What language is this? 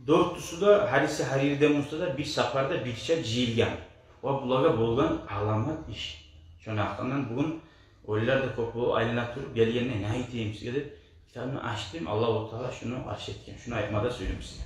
Kumyk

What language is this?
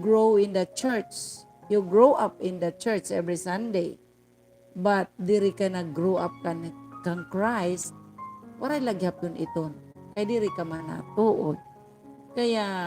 Waray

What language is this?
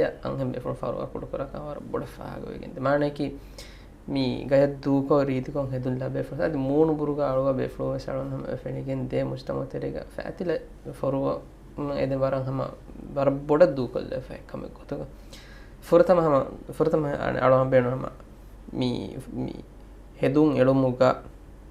Divehi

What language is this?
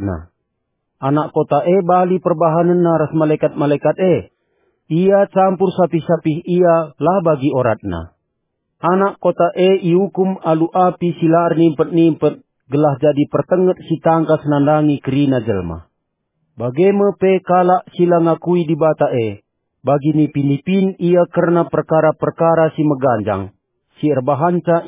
Batak Karo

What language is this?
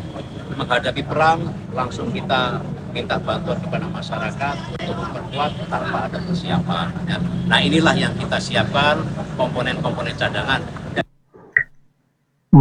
Indonesian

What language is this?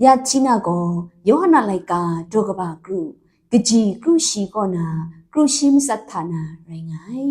Kachin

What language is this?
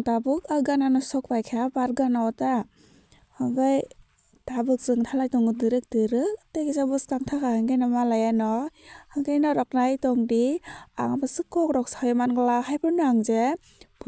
Kok Borok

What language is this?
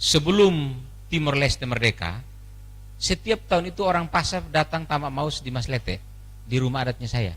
Tetum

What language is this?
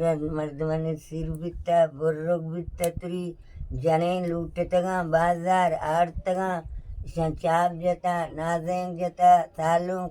Baluchi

